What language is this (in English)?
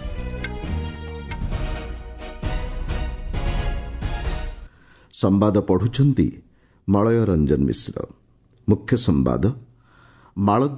Odia